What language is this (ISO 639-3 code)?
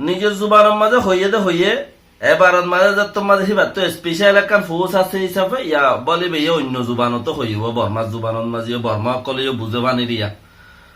rhg